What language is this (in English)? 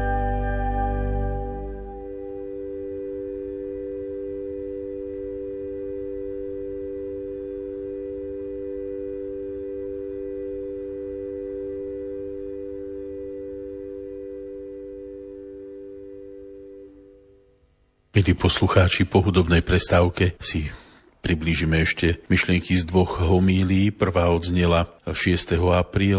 Slovak